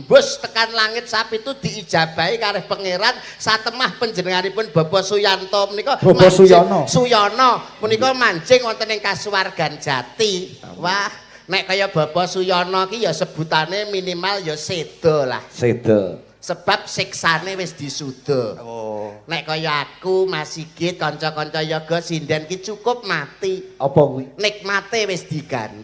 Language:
Javanese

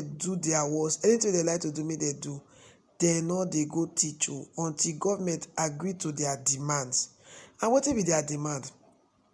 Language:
Nigerian Pidgin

